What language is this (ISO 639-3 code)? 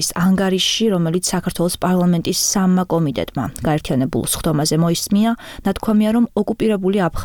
kat